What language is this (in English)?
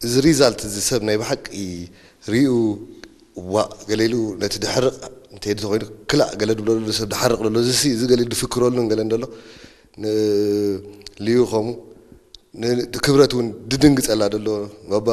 Tigrinya